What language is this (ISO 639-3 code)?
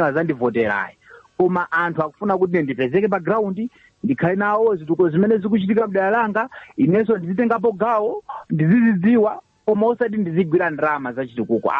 nya